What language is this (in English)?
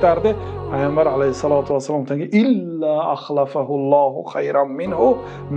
Tajik